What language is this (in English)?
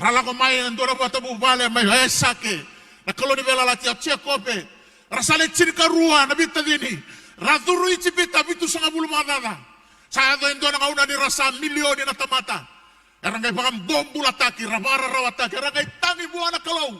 Fijian